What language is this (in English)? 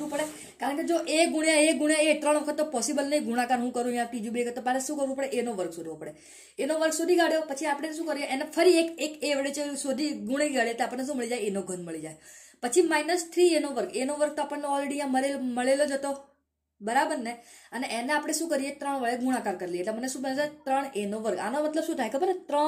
Gujarati